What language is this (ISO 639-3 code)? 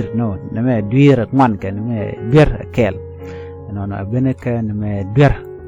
nus